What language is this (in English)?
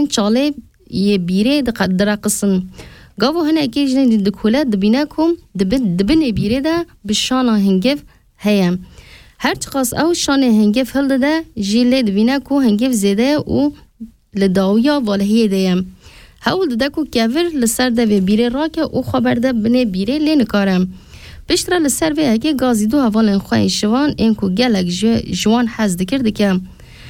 Kurdish